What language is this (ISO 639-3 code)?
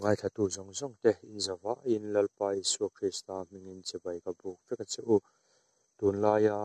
lus